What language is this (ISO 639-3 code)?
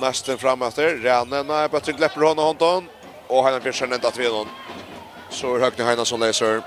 fao